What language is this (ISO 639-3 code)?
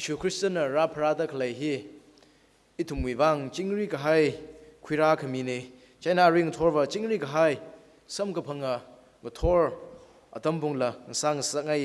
nmf